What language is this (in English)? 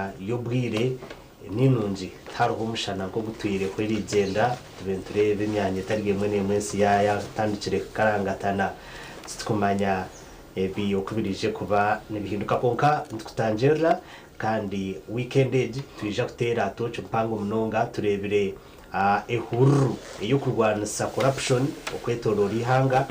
Nyankole